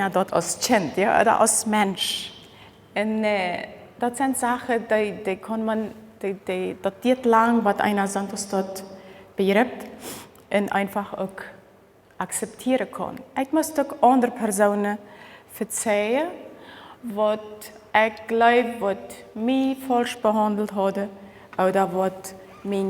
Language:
Plautdietsch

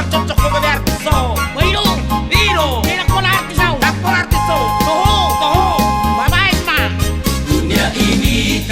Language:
Batak Toba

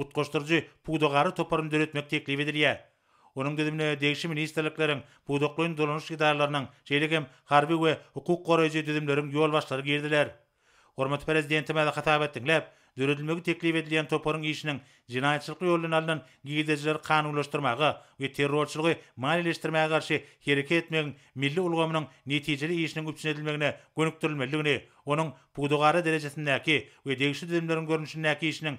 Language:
Turkmen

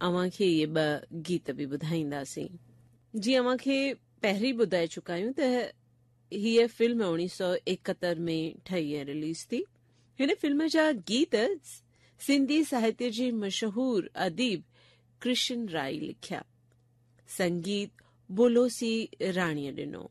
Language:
Sindhi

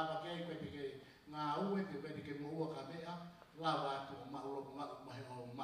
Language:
Tongan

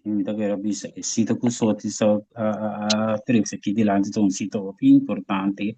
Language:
Papiamento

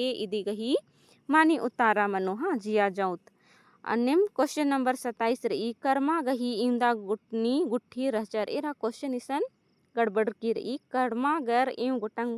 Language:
Kurukh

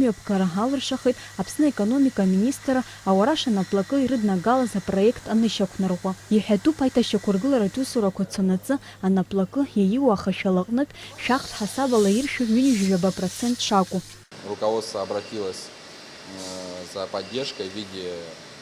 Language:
Abkhazian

